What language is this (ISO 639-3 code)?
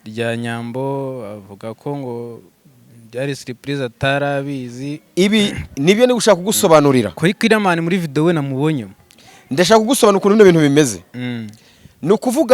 kin